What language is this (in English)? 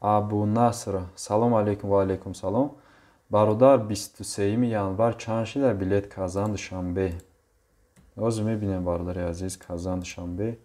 Tajik